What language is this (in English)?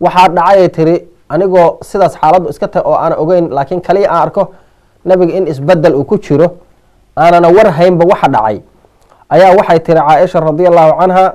Somali